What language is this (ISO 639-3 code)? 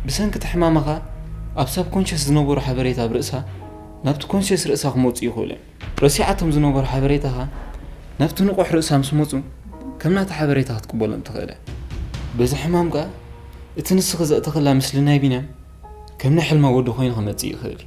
tir